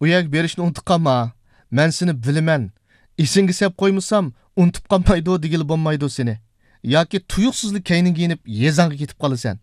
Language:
Uyghur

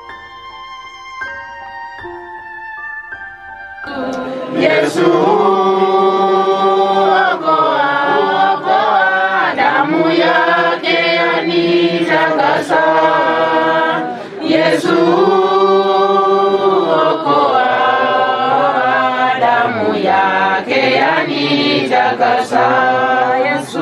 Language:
Swahili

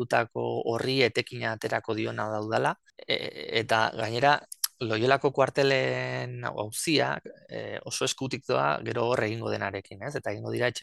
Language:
Basque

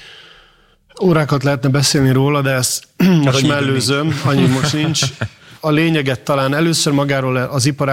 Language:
Hungarian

